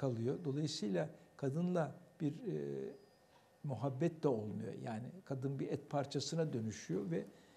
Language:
Turkish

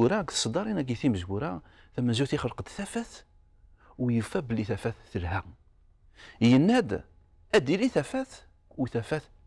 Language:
Kabyle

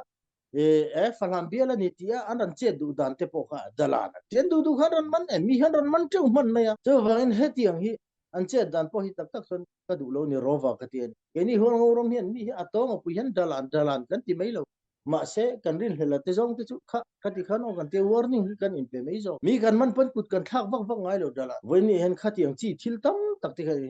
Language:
Falam Chin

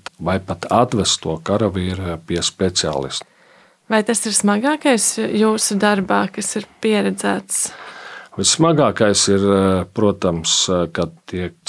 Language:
Latvian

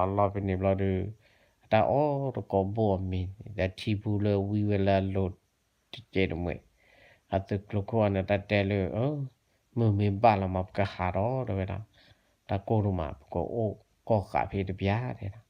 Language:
S'gaw Karen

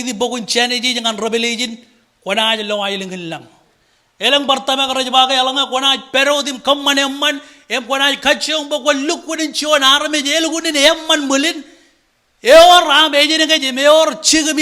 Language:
Marshallese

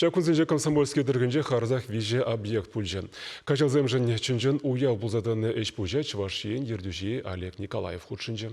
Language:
Chuvash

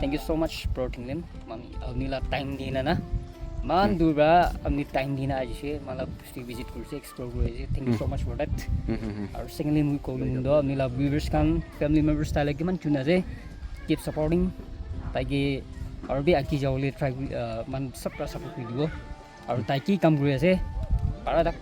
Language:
Naga Pidgin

